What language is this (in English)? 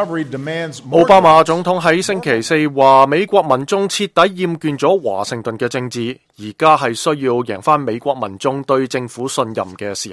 Cantonese